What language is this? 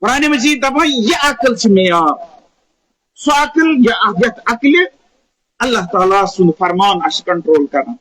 Kashmiri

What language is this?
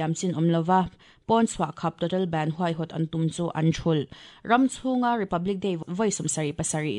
Mizo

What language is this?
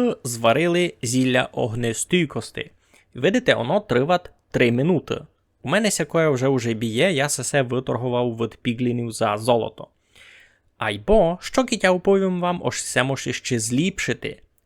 Rusyn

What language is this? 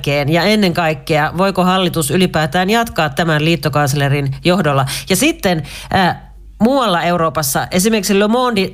Finnish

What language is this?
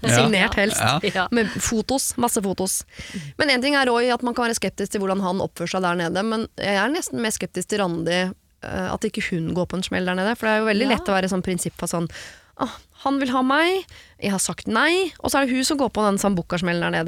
Norwegian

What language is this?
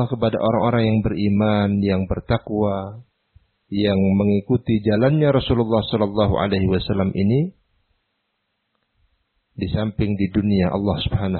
Indonesian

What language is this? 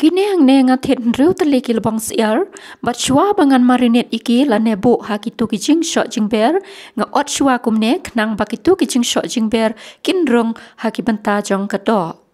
Khasi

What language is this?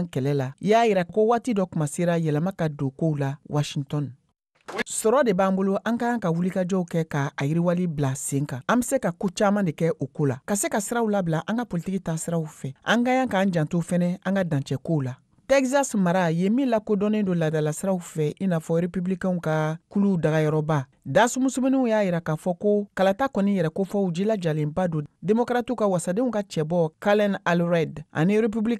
Bambara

